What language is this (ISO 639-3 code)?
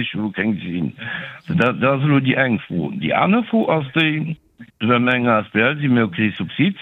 ltz